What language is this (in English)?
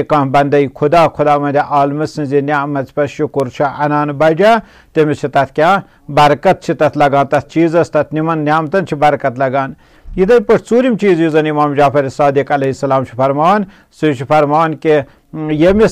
Kashmiri